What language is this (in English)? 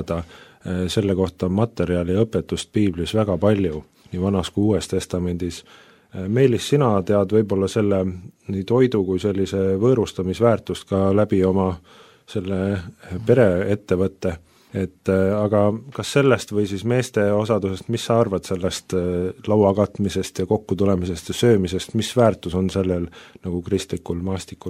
Estonian